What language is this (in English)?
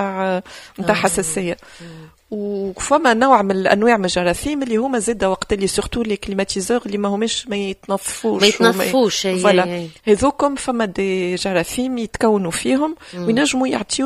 Tunisian Arabic